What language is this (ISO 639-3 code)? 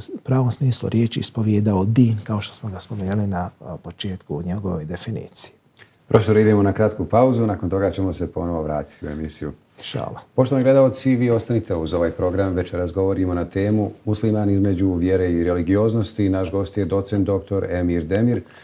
bos